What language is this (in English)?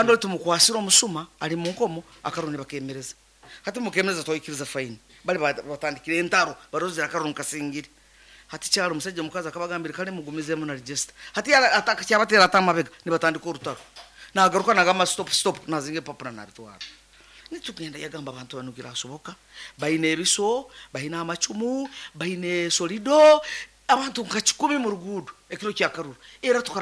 Nyankole